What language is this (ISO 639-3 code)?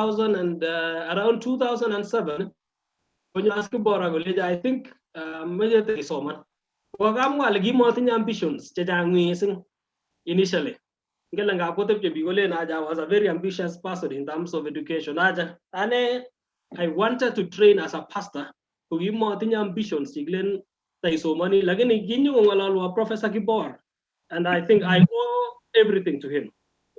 kln